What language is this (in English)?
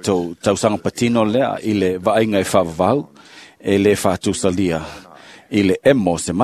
Samoan